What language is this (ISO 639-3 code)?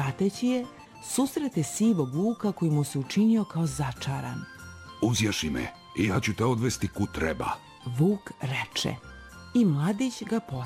srp